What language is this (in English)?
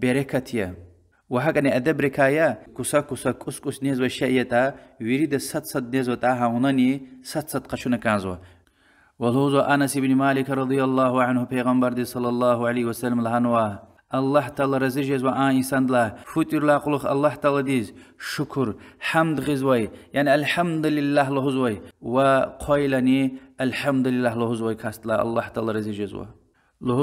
Lezghian